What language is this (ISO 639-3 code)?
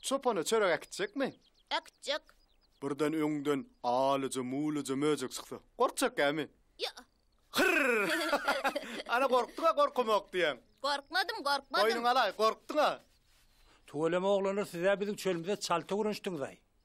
tuk